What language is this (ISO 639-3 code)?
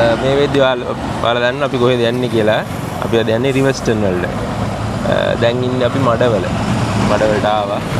sin